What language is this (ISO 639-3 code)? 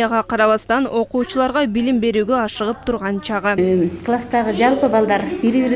kir